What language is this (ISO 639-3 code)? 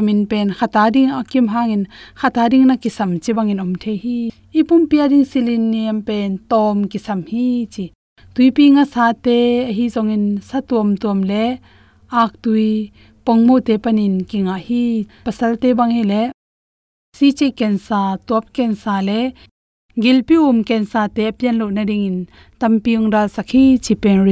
ctd